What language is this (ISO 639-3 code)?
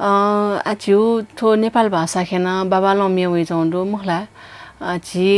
new